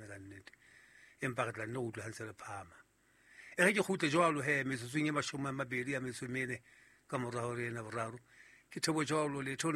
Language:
Southern Sotho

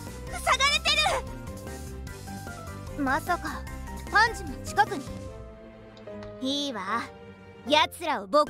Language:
Japanese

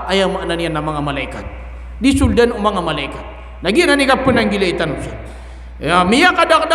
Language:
Maranao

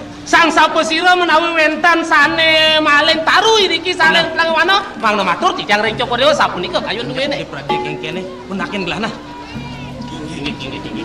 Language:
Balinese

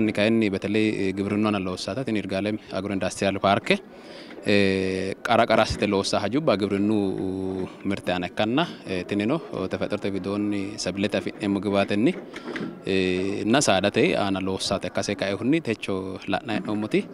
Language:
Sidamo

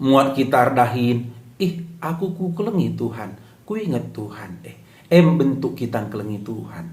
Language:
Batak Karo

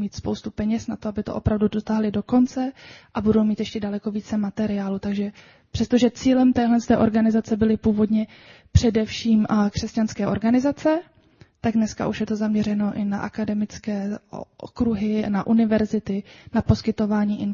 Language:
Czech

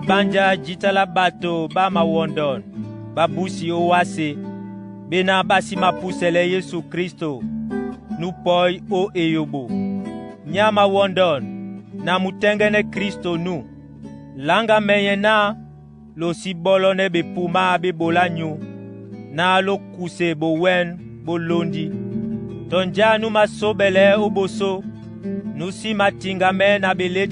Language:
Duala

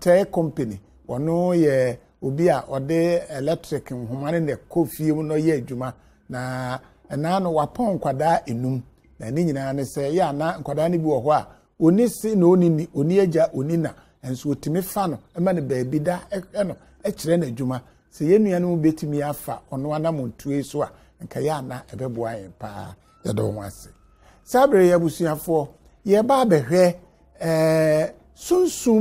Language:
Akan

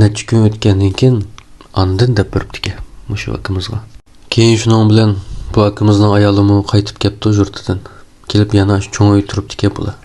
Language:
Uyghur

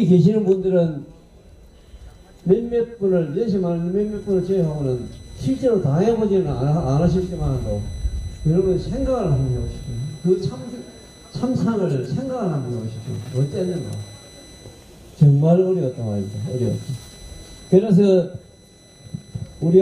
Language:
Korean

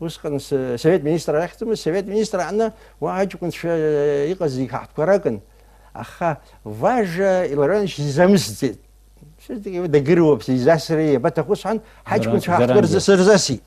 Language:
Abkhazian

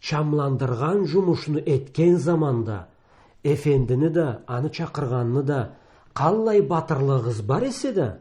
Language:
Karachay-Balkar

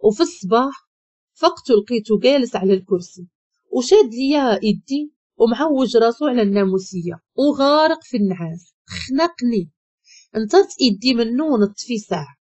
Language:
Moroccan Arabic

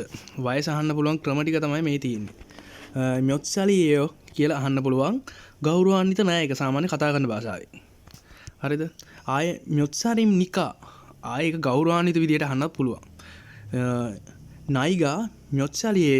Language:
Sinhala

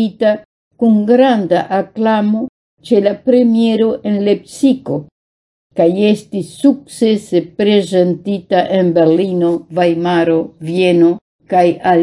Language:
Esperanto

